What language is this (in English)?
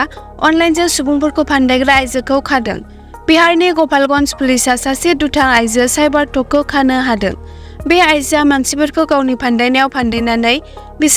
Bodo